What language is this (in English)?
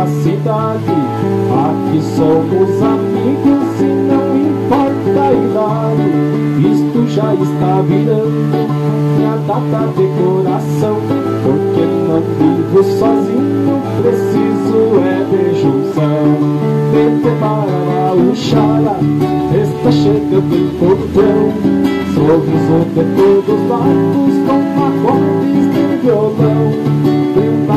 Portuguese